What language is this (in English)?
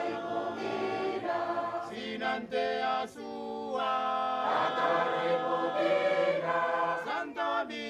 Gilbertese